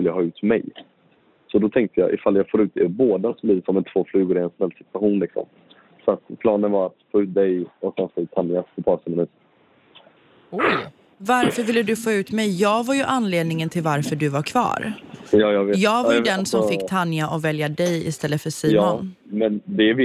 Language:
Swedish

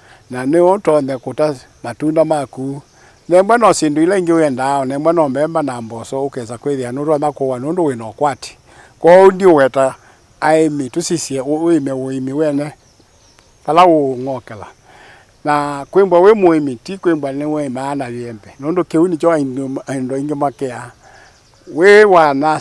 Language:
Kamba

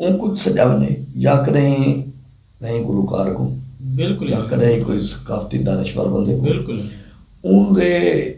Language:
Saraiki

